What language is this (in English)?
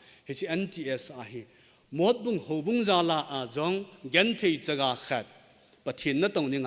Thado Chin